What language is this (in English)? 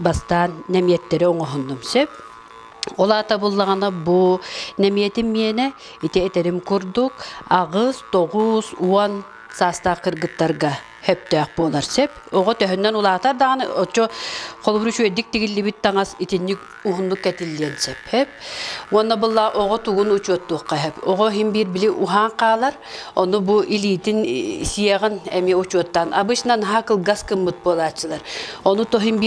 Yakut